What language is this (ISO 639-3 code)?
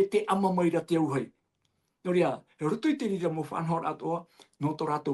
tah